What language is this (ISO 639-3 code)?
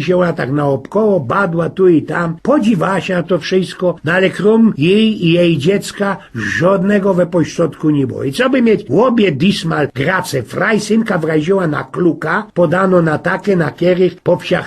szl